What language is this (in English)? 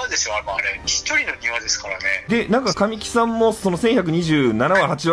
Japanese